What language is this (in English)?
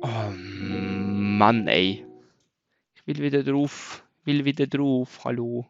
Swiss German